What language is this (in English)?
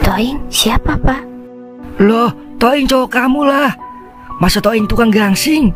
Betawi